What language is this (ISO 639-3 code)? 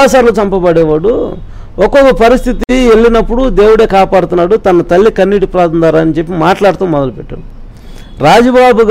tel